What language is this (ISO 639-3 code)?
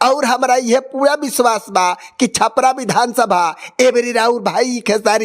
bho